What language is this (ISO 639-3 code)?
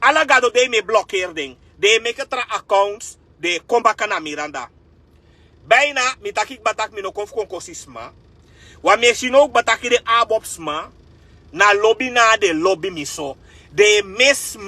srn